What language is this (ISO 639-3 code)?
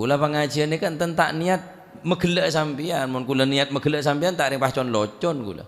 mad